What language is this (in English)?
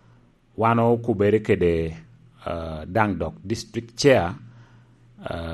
Lango (Uganda)